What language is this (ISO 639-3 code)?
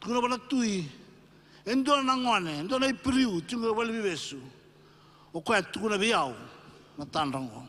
fij